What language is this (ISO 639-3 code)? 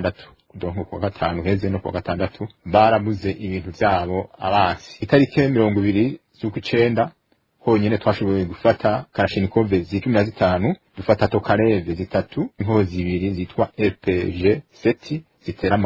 run